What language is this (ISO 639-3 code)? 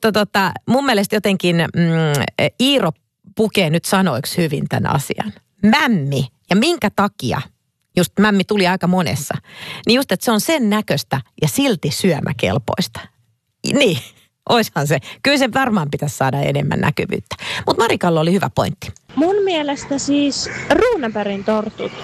fin